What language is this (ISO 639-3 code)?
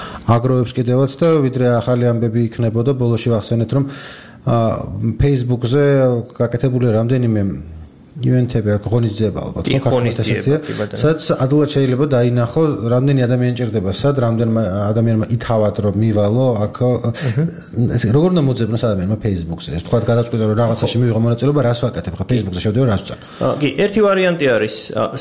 kat